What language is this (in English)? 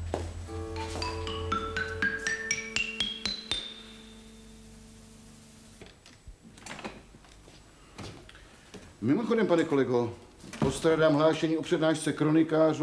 Czech